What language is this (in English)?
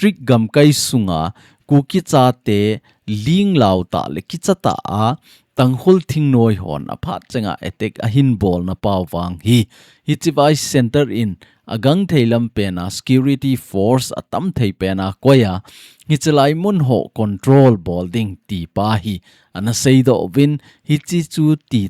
Thado Chin